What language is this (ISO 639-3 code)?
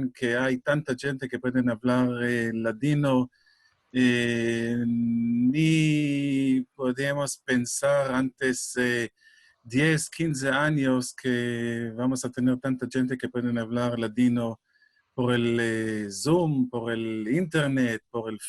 lad